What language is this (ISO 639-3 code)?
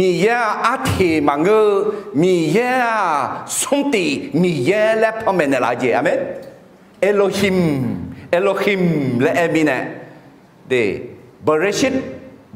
ahk